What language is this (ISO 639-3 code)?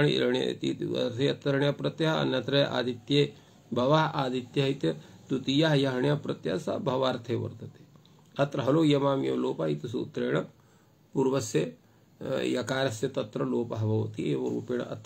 san